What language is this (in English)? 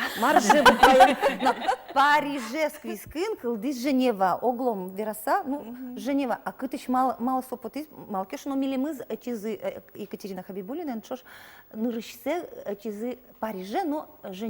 Udmurt